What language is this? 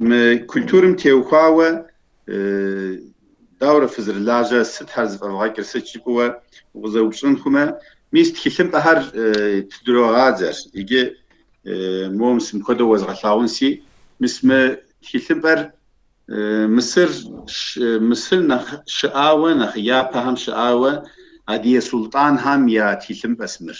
Kabardian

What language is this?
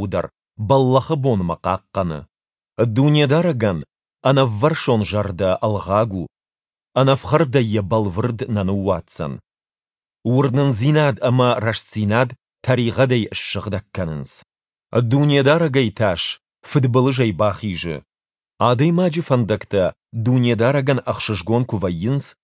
Ossetic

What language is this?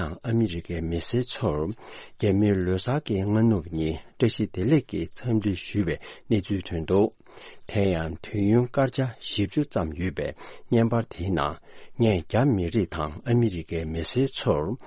Tibetan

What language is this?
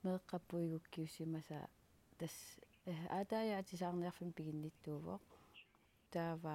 Kalaallisut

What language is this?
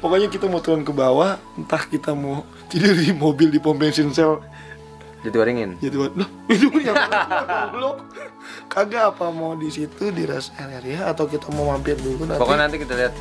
Betawi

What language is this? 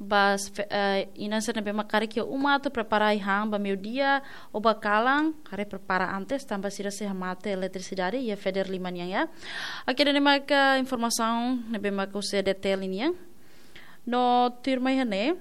Tetum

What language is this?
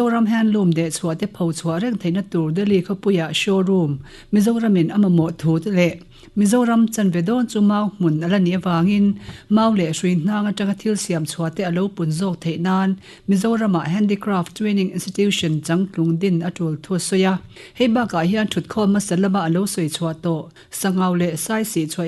Mizo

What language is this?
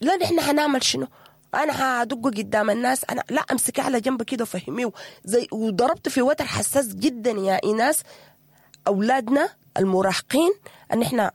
Sudanese Arabic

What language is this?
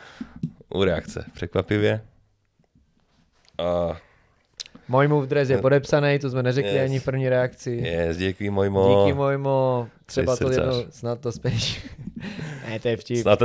Czech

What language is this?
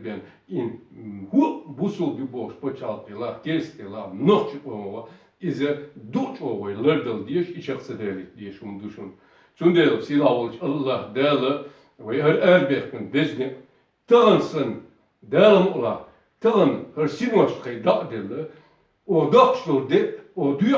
Chechen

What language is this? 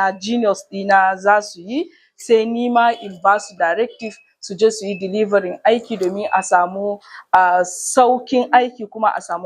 Hausa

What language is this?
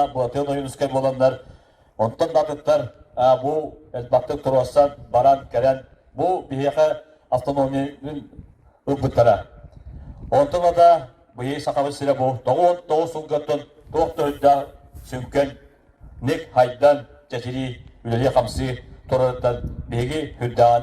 Yakut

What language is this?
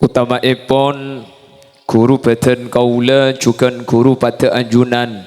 Madurese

